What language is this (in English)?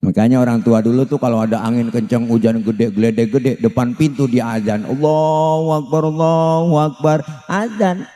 Betawi